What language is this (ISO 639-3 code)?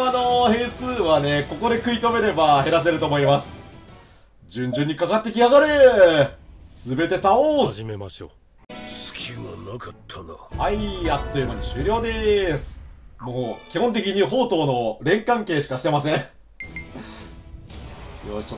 jpn